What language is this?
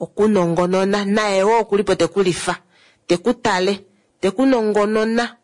Kuanyama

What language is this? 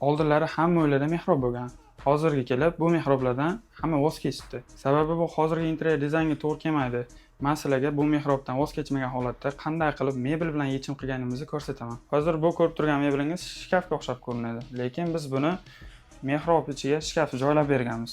Uzbek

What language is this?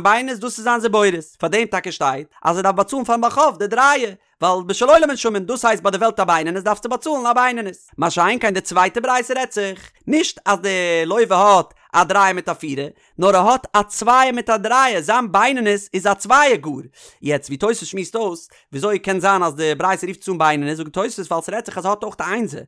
Yiddish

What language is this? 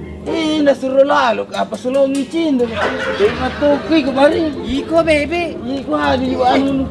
Buginese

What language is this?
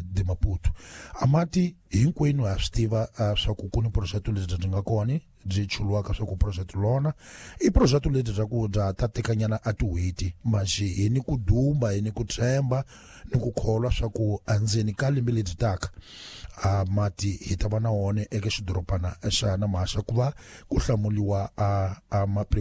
Tsonga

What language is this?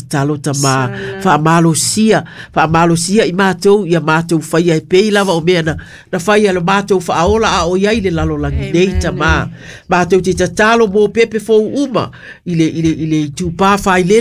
Samoan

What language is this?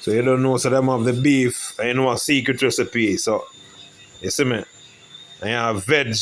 Jamaican Creole English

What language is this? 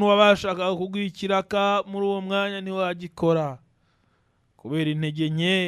Kinyarwanda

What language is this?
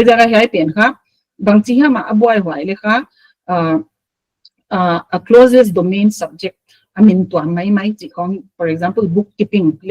Paite Chin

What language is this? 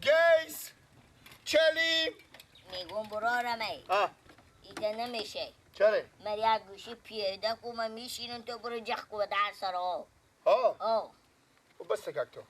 Persian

